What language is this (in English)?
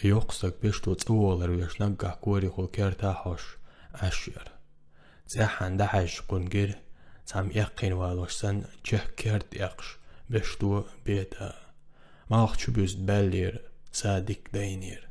Chechen